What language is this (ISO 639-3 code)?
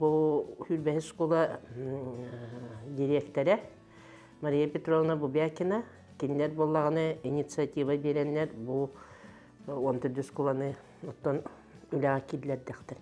sah